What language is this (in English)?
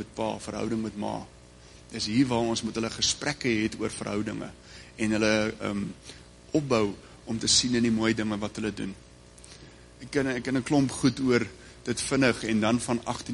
Afrikaans